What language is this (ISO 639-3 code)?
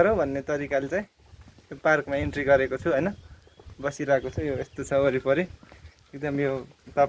nep